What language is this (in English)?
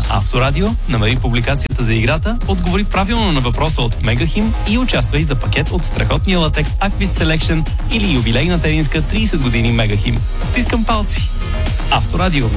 Bulgarian